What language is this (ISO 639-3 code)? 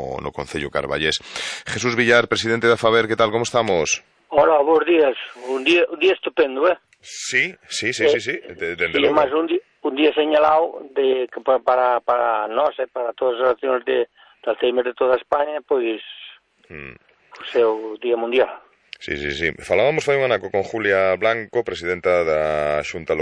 glg